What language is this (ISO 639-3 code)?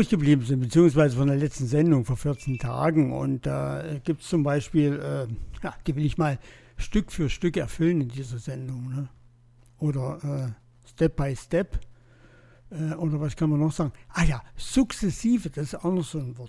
deu